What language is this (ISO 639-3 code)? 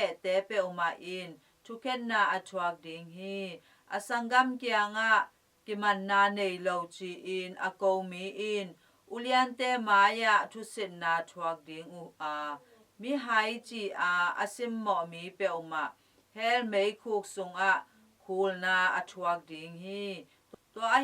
ctd